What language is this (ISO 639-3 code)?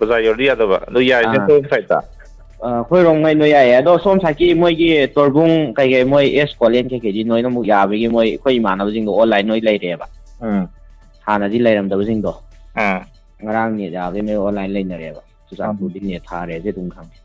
mni